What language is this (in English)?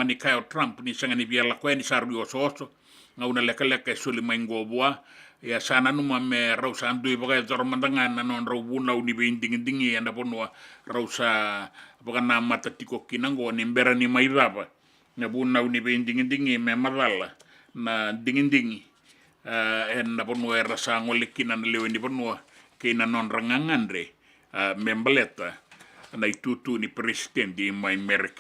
Fijian